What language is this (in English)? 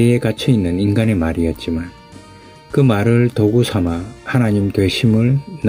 Korean